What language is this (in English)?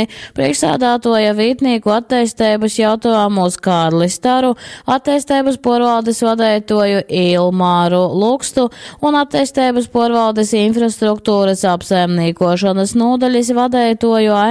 Latgalian